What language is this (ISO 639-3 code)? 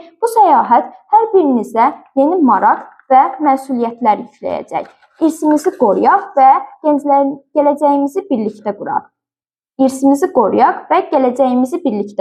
aze